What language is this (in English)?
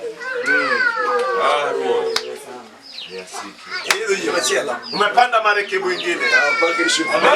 Luo (Kenya and Tanzania)